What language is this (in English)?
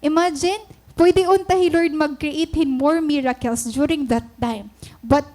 Waray